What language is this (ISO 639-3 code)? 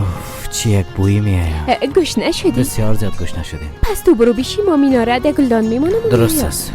fas